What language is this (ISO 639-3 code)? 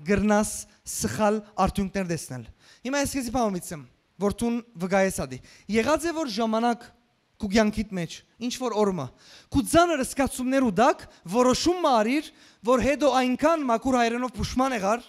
hyw